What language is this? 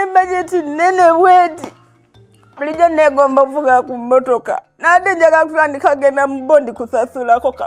Ganda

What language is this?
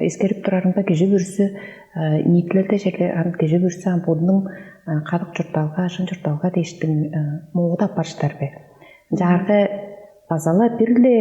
Tuvinian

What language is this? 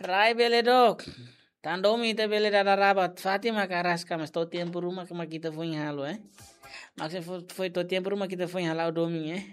Tetum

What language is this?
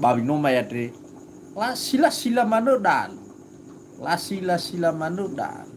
Nias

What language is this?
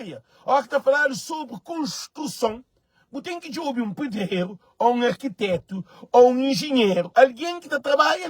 Kabuverdianu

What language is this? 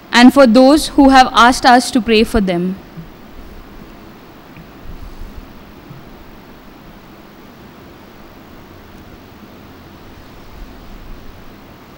English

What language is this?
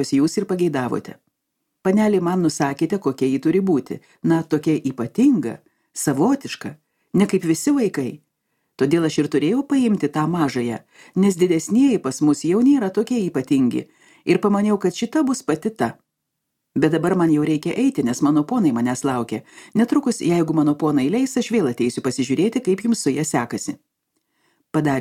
Lithuanian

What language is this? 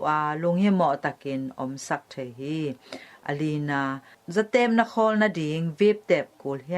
Tedim Chin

